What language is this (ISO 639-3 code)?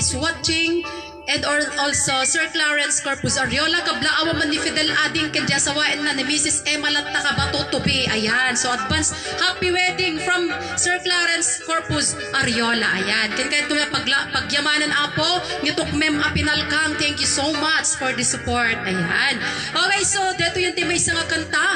ilo